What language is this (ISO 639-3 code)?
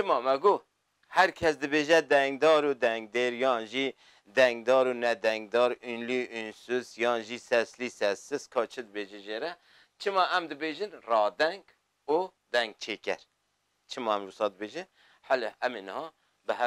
kur